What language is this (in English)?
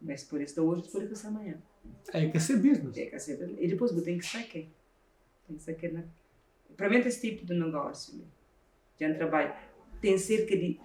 Kabuverdianu